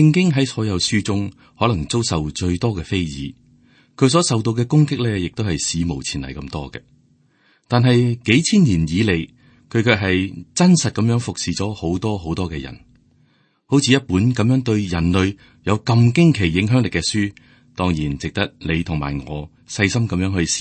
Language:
Cantonese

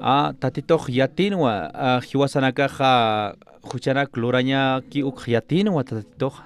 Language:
Aymara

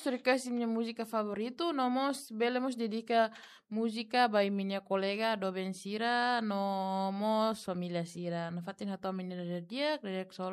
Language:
Tetum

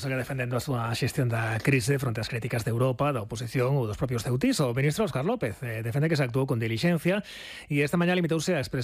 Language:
Galician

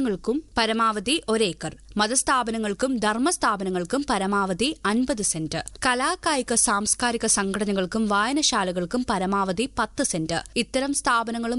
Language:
Malayalam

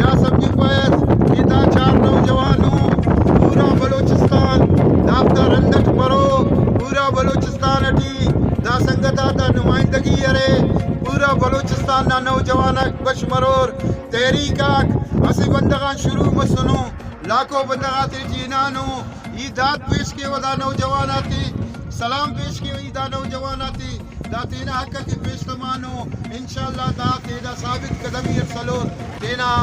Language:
Brahui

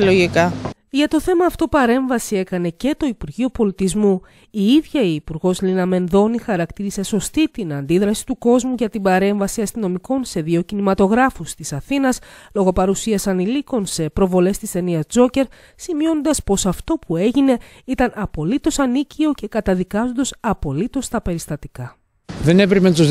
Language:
Greek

